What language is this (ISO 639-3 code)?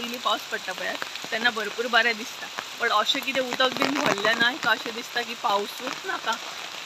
kok